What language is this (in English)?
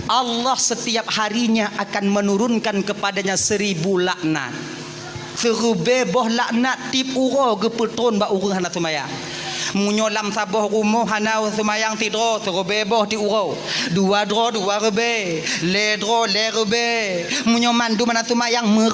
Achinese